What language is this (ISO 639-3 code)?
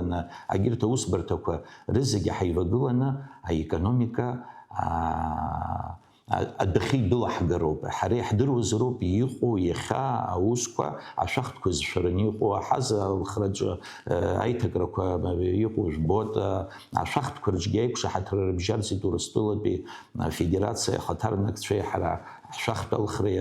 abk